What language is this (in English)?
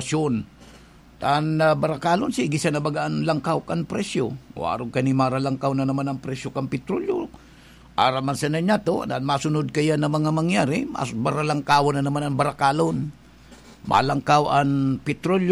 Bikol